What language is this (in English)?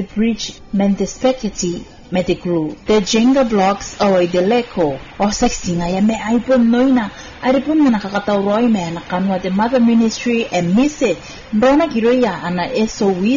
Gilbertese